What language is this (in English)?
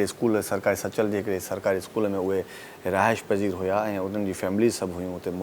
Sindhi